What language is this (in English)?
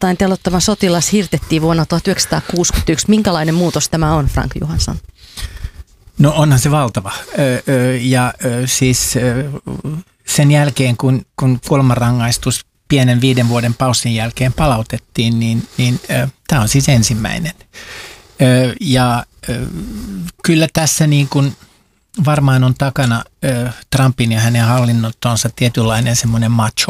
Finnish